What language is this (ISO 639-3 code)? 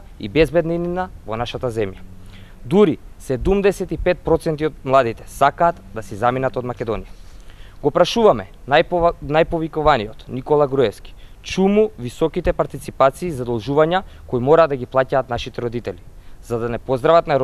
mkd